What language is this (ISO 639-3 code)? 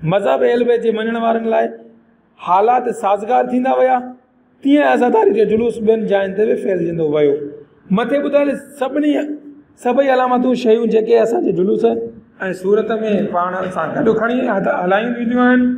snd